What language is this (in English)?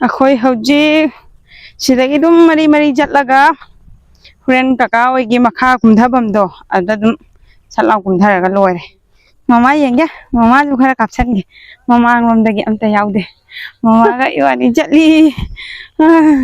Manipuri